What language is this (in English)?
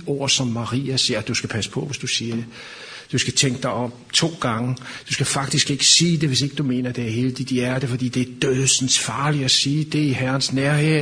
Danish